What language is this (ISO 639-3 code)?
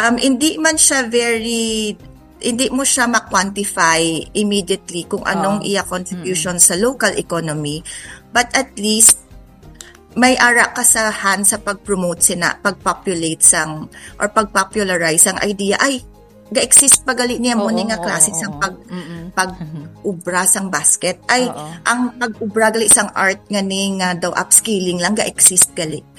hil